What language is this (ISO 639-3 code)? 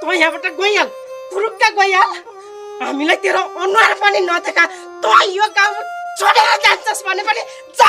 nep